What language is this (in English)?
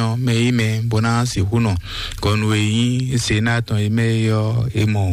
Fon